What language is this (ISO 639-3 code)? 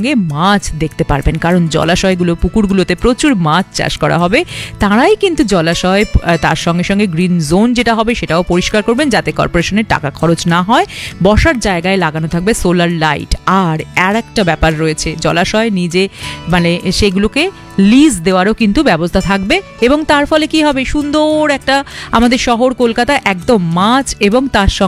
ben